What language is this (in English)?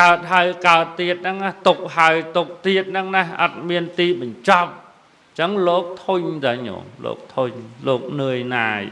Khmer